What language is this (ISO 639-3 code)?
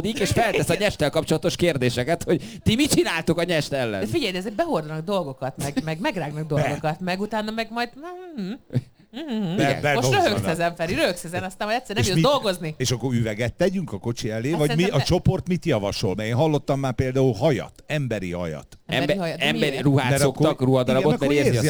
hun